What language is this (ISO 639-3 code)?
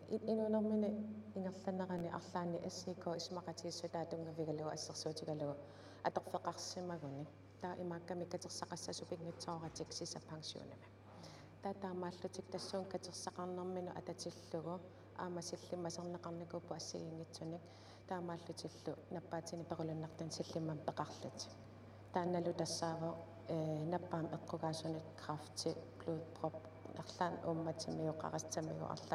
kal